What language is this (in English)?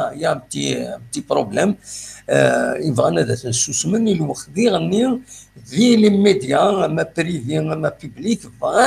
Kabyle